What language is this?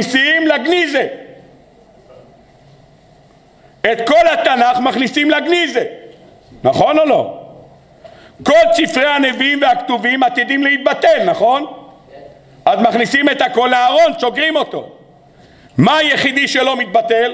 Hebrew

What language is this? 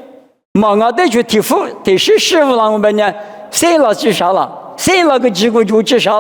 Lisu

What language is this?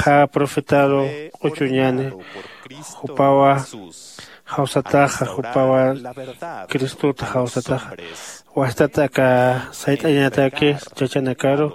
Aymara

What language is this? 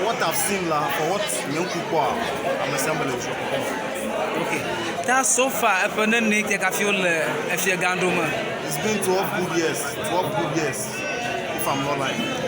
Ewe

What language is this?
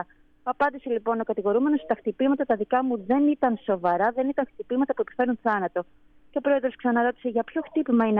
Greek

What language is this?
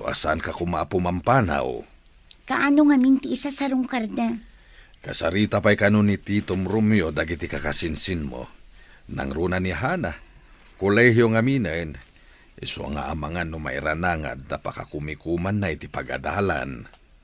Iloko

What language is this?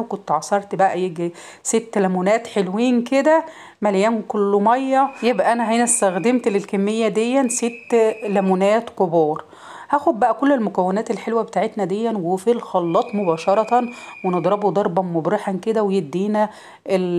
Egyptian Arabic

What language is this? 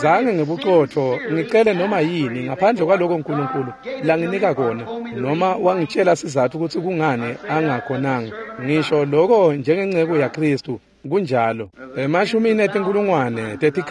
Swati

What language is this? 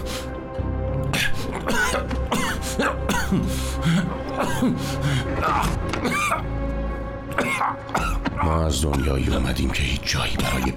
Persian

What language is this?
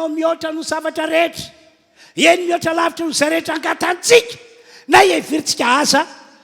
Malagasy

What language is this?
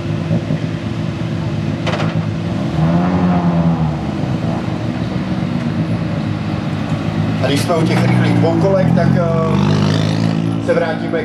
Czech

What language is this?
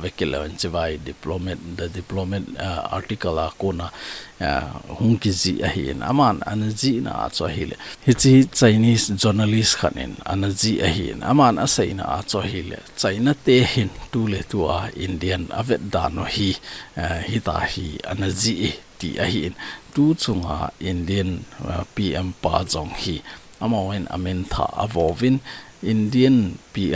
Thado Chin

